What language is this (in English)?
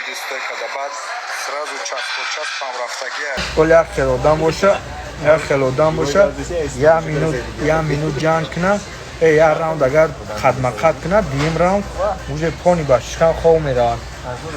Tajik